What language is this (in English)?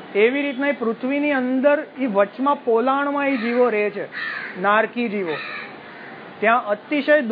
Gujarati